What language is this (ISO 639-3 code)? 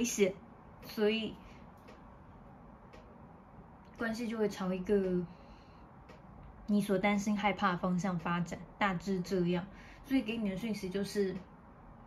zho